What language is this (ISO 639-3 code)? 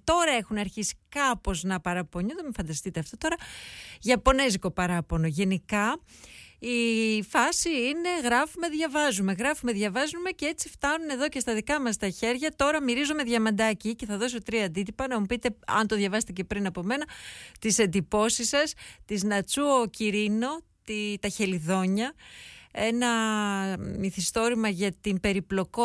ell